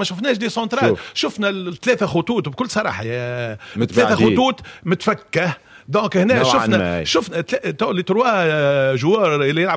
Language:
Tunisian Arabic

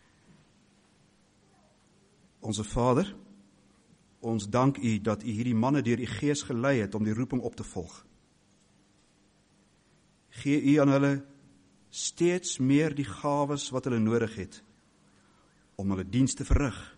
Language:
Afrikaans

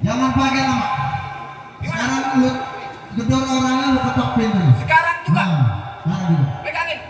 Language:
Betawi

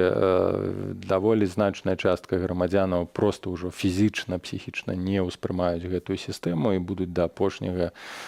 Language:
Belarusian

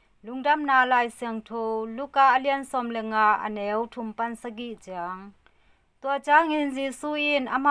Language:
Tedim Chin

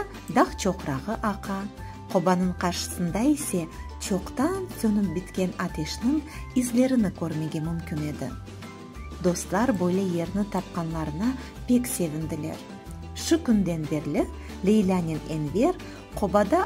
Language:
Crimean Tatar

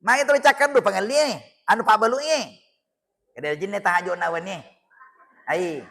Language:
Buginese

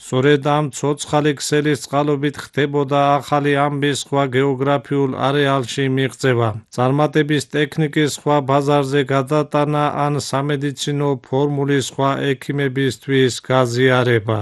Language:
Georgian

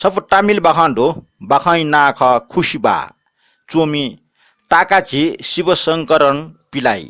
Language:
Newari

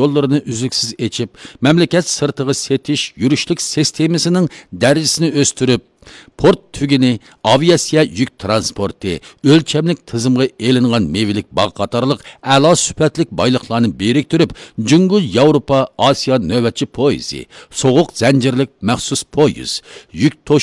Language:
Uyghur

